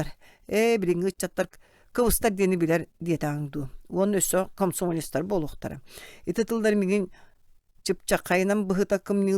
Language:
Yakut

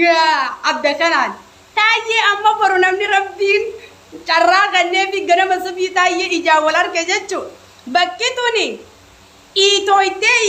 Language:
Oromo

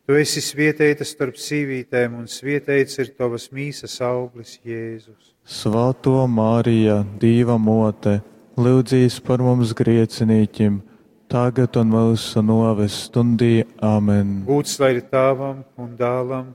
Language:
Latgalian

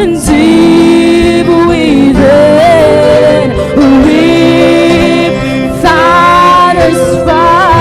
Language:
Waray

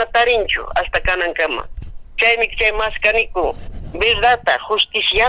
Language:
Ayacucho Quechua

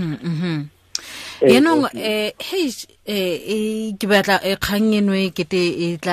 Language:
Tswana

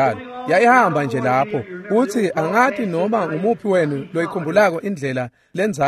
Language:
Swati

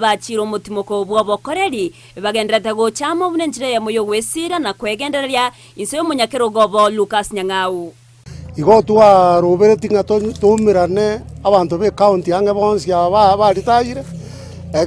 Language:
Gusii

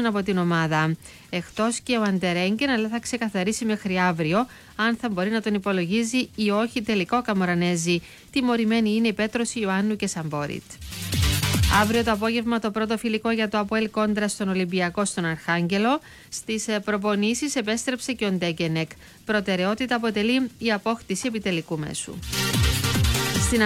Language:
Greek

